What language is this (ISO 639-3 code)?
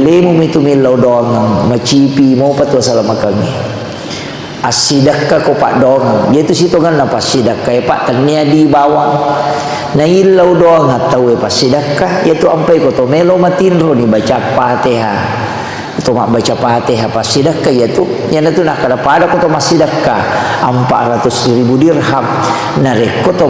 bug